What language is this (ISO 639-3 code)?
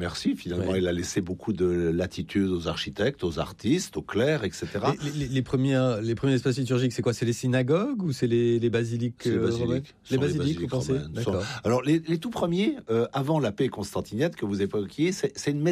fra